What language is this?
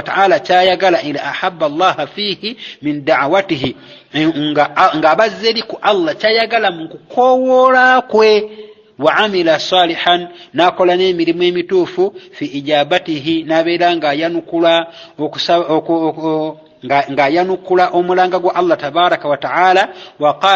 Ganda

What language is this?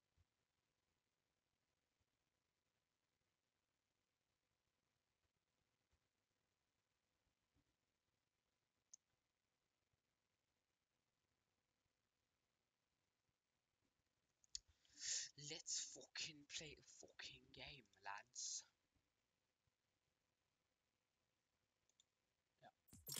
Norwegian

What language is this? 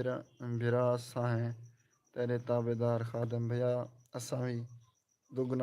Saraiki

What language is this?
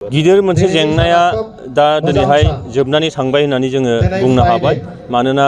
Bodo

